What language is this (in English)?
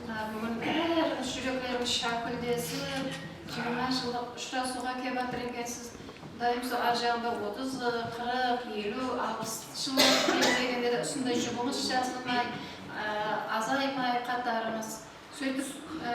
Kara-Kalpak